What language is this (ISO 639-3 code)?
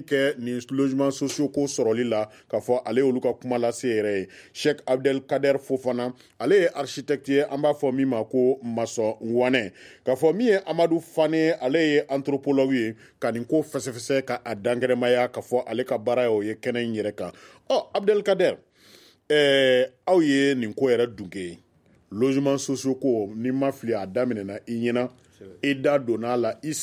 bam